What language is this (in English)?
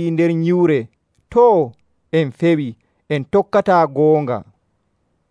Nigerian Fulfulde